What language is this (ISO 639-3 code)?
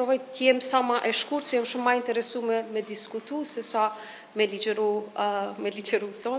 sqi